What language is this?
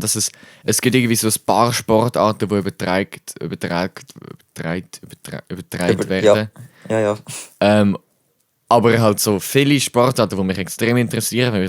Swiss German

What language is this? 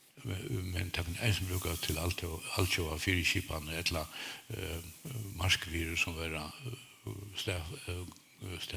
Faroese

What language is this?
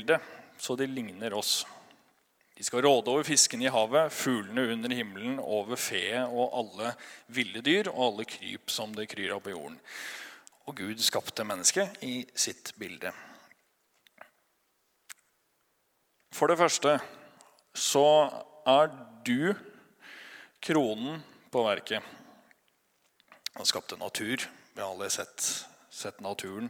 Norwegian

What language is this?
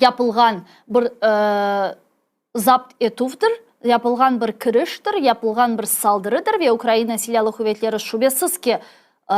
Crimean Tatar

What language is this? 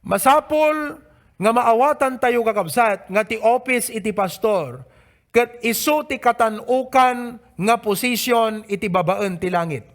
Iloko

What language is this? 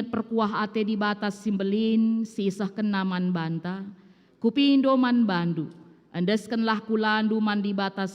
Batak Karo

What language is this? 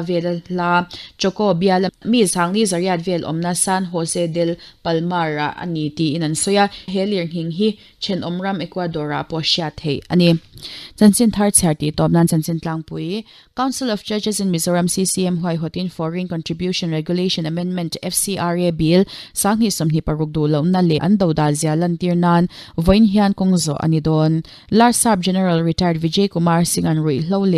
Mizo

